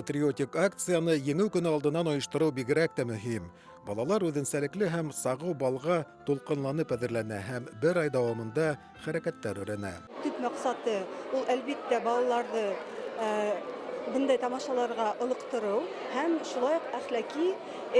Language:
Bashkir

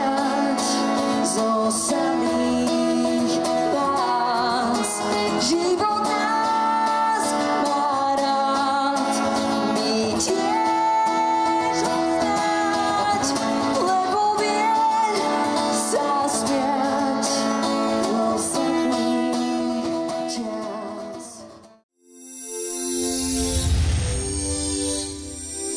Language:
Slovak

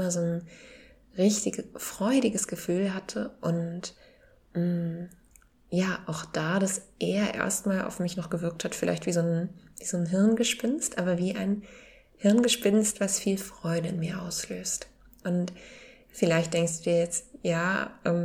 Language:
German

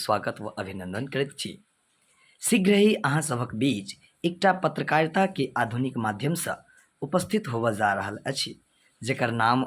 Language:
Maithili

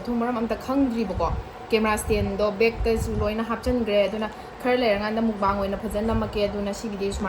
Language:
Manipuri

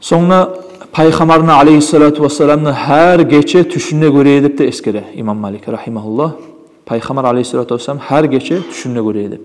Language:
Kumyk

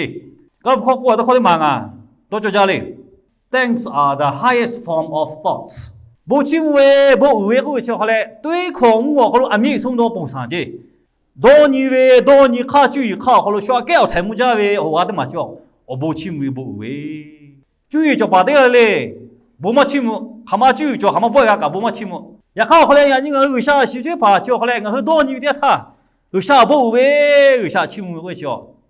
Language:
Lahu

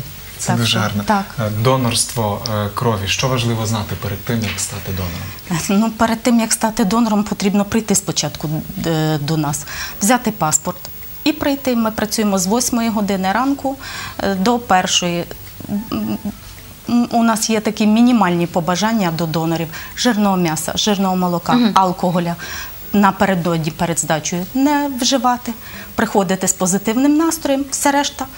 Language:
Ukrainian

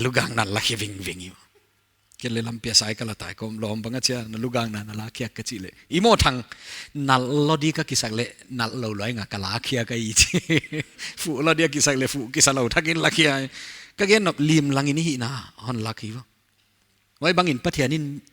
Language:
Paite Chin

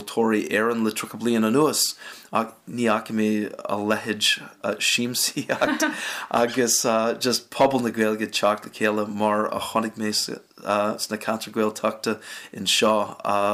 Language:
Irish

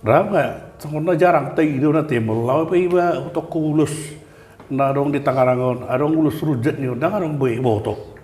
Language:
Batak Toba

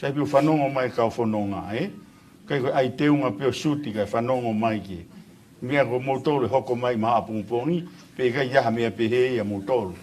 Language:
Tongan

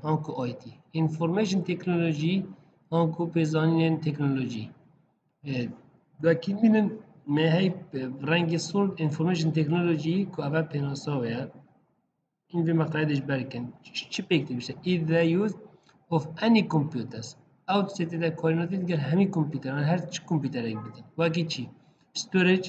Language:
Persian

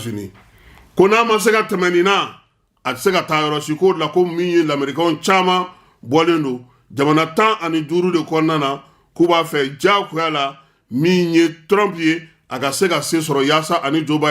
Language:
Bambara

